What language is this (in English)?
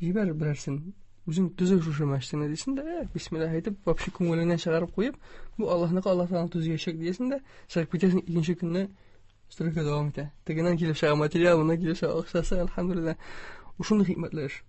Tatar